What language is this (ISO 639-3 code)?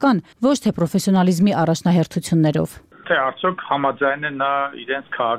hye